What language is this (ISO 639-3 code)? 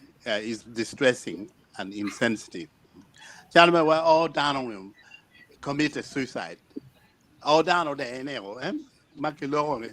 ach